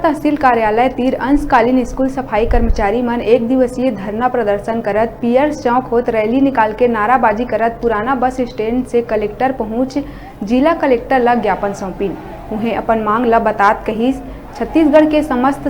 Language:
Chhattisgarhi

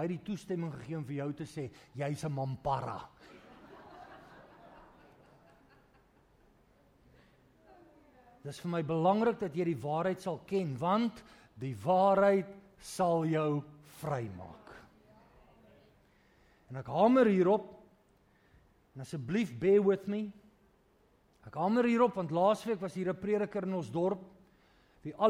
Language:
Afrikaans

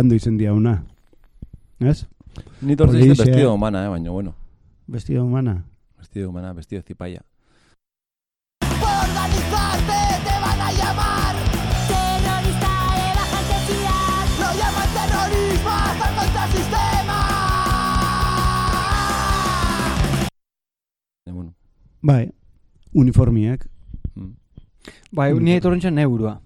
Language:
Basque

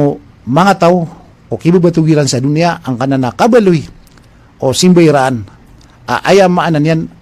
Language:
Maranao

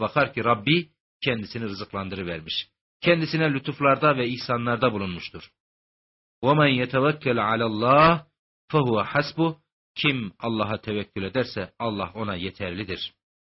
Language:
Turkish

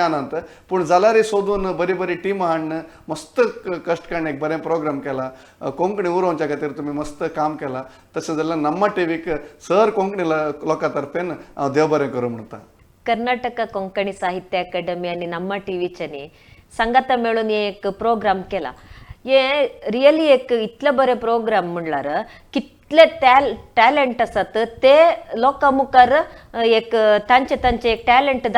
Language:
Konkani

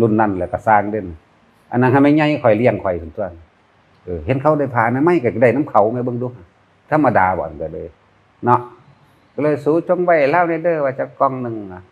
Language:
Northeastern Thai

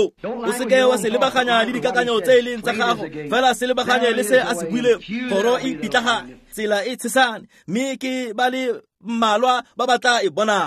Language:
Tswana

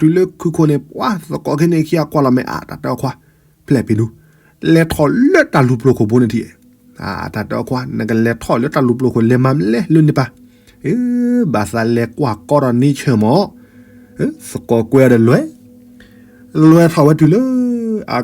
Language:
S'gaw Karen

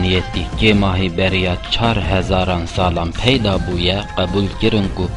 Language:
Kurdish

